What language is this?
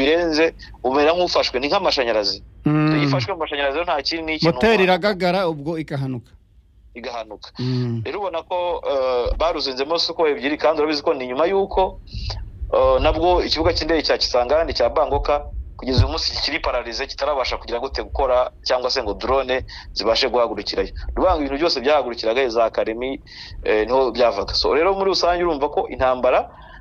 Kinyarwanda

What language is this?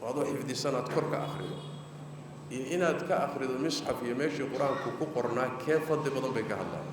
Somali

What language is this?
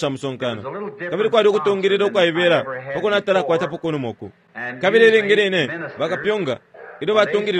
Bemba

